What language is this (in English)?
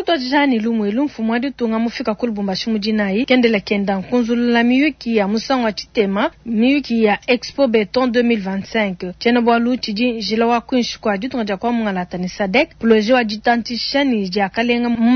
Luba-Lulua